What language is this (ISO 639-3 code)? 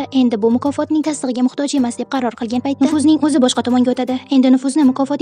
uzb